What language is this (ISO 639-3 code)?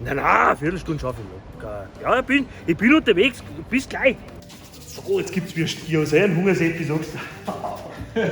bar